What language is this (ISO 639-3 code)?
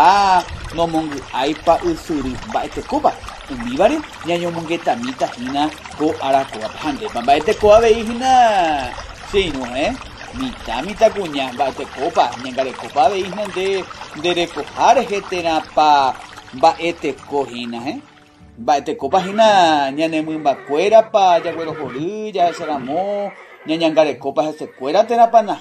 grn